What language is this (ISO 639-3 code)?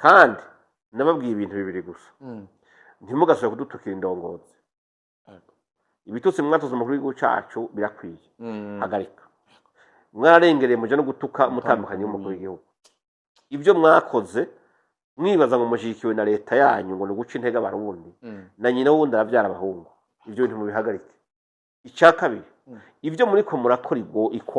run